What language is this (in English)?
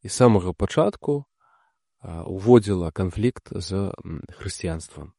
Belarusian